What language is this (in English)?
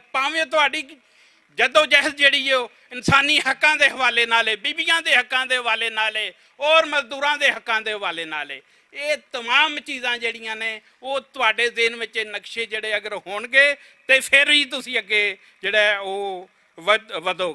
Western Panjabi